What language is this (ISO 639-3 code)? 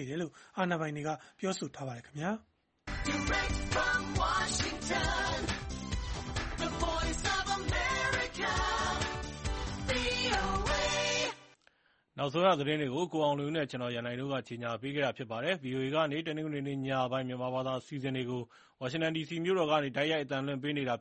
mya